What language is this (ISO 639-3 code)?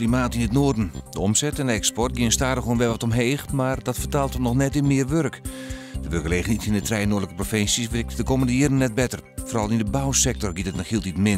fry